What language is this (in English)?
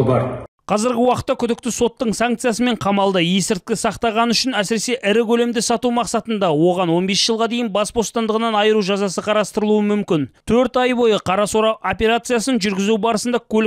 Kazakh